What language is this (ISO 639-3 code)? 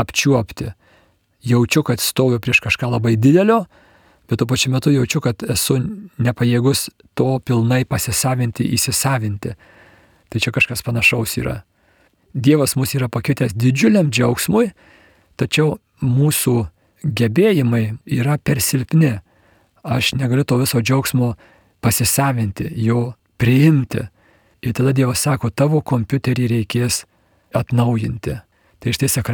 lit